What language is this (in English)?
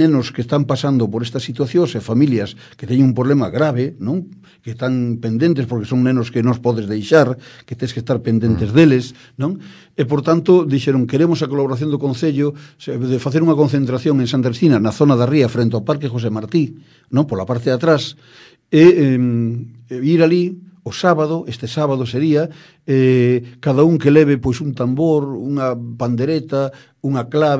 Galician